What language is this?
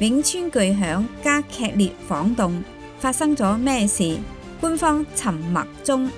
Cantonese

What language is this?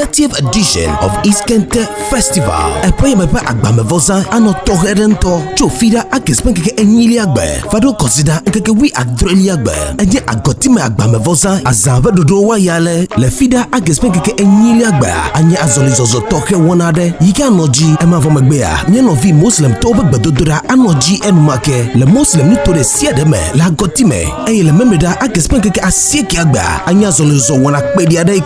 Ewe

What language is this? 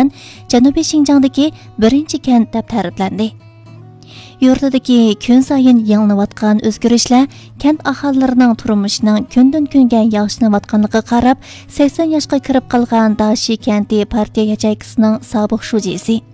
Uyghur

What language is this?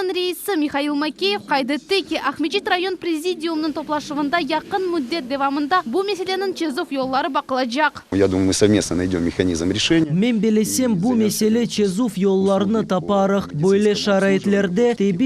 Crimean Tatar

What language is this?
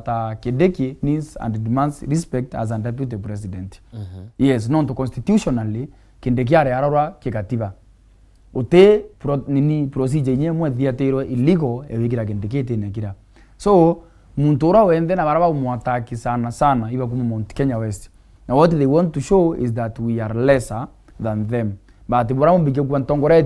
Meru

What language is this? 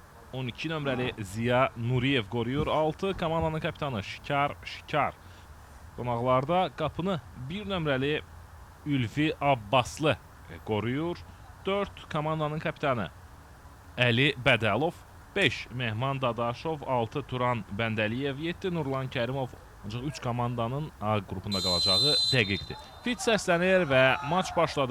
Azerbaijani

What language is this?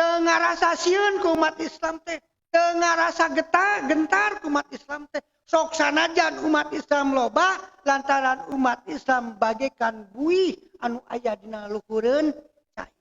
Sundanese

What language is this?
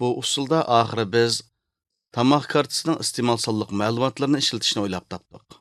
Uyghur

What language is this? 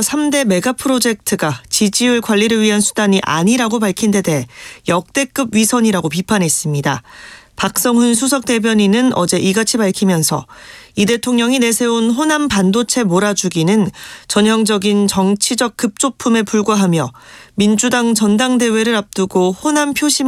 Korean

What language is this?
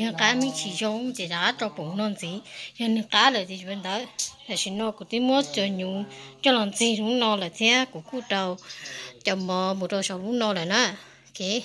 Hmong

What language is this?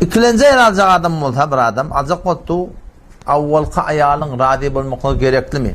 Turkmen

